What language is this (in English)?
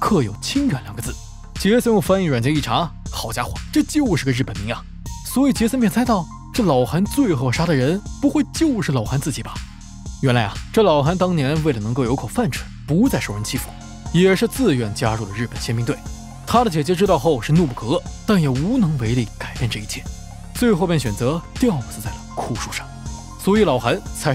Chinese